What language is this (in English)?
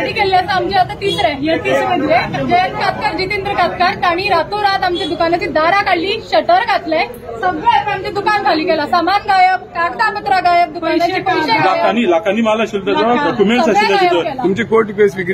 Konkani